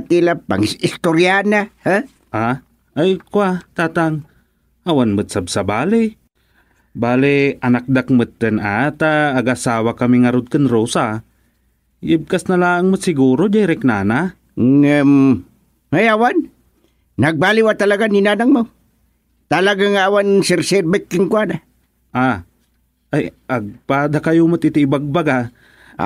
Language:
Iloko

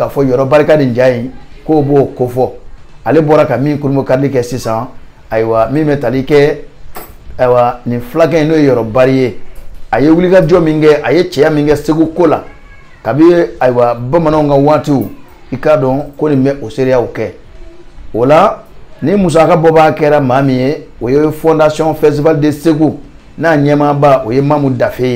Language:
Bambara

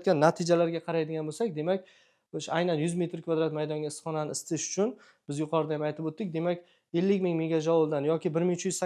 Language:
Uzbek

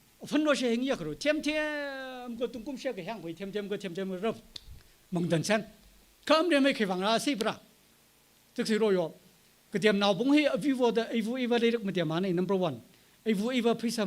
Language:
Tangkhul Naga (India)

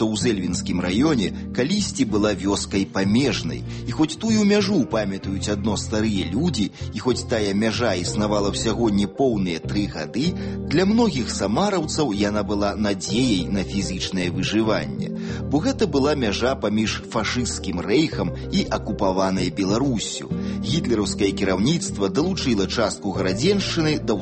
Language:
Belarusian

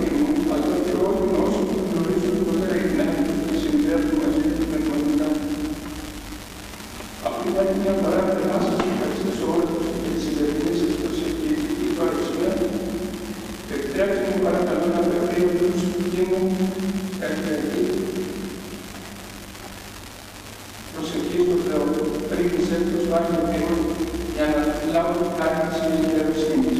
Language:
Greek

